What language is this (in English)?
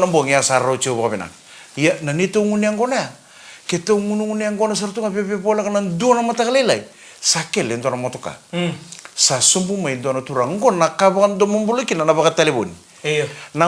Fijian